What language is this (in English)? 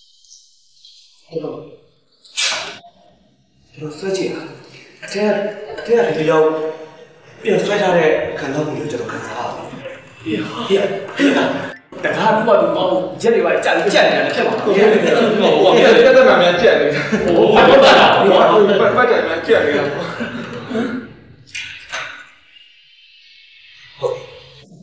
Burmese